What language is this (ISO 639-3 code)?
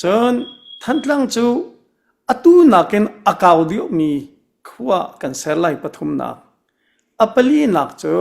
cnh